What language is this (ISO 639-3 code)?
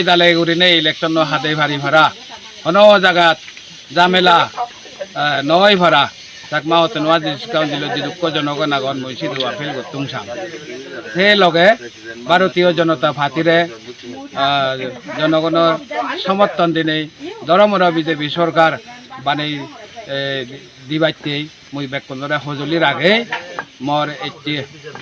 ccp